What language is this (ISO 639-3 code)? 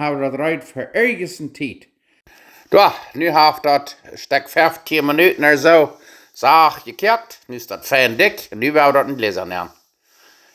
pdt